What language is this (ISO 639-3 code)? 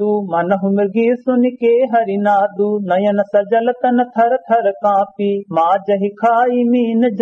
awa